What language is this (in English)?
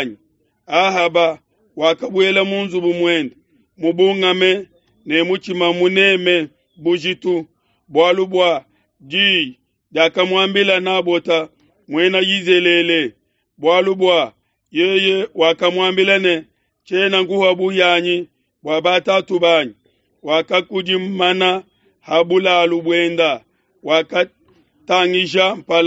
Luba-Lulua